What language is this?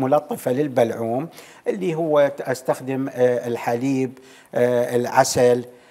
Mesopotamian Arabic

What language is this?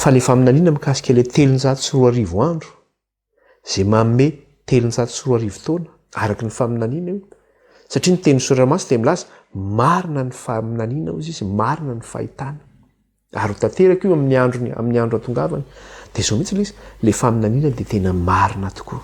Malagasy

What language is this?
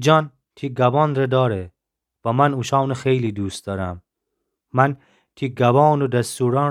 Gilaki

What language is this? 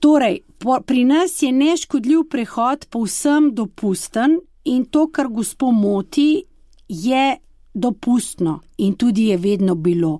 Slovenian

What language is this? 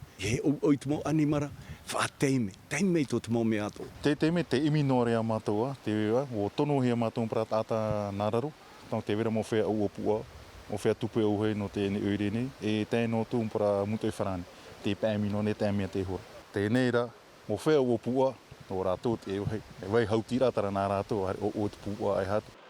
Tahitian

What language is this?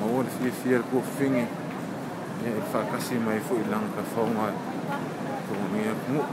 Samoan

